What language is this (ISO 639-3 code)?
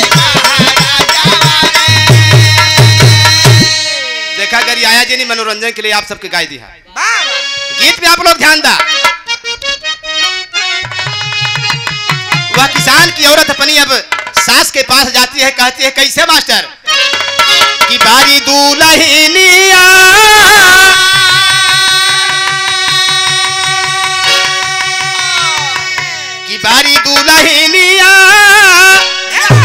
bho